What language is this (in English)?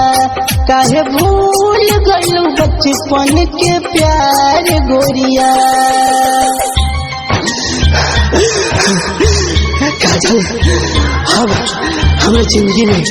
Bhojpuri